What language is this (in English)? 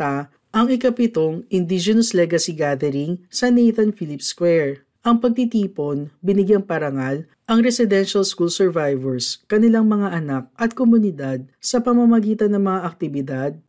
Filipino